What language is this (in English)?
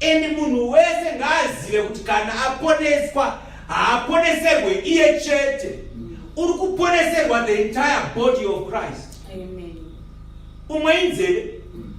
Shona